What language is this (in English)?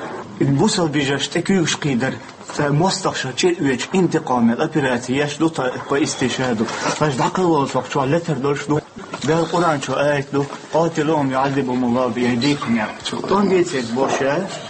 Chechen